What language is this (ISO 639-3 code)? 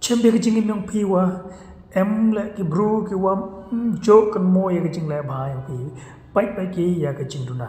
kha